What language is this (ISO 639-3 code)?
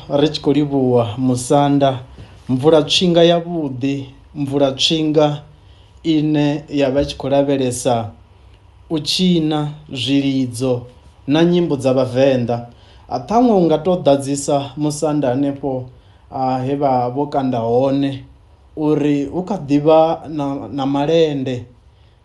ven